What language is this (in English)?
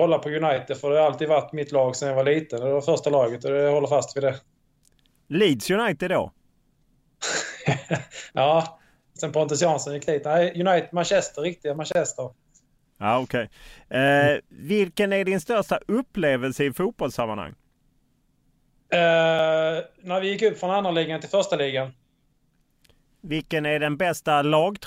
Swedish